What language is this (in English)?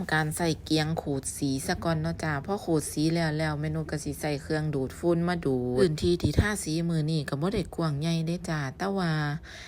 Northeastern Thai